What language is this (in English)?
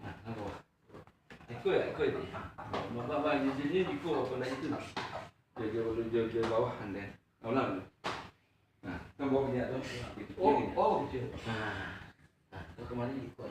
Minangkabau